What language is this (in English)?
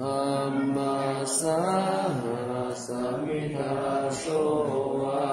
Pali